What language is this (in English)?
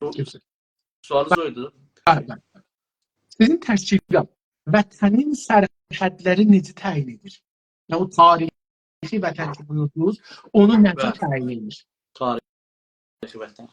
South Azerbaijani